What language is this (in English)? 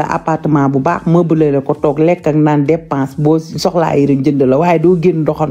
Wolof